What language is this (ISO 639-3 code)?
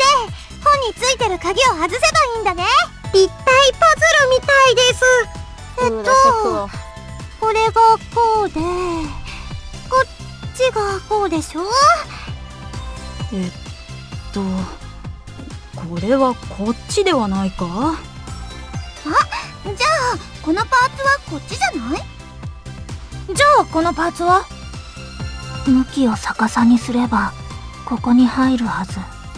jpn